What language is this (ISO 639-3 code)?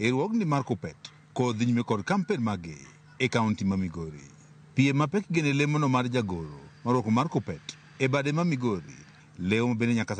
luo